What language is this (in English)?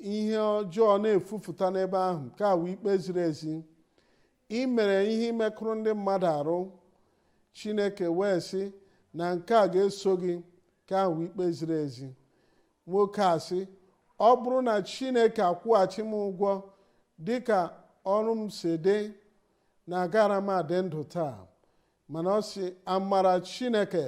Igbo